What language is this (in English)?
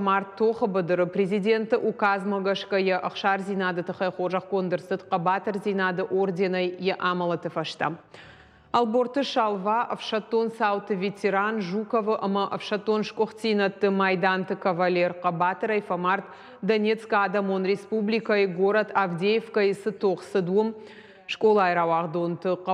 Ossetic